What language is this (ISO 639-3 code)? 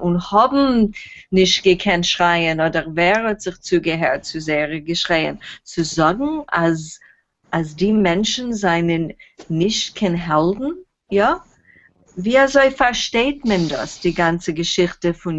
yid